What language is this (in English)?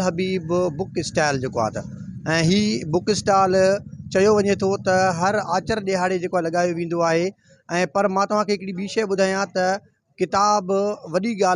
Sindhi